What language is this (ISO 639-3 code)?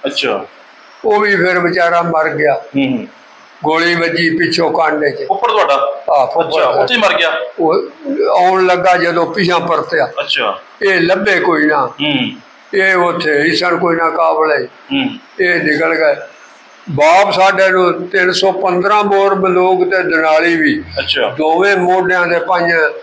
pan